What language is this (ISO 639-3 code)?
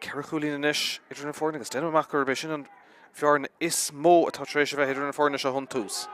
gle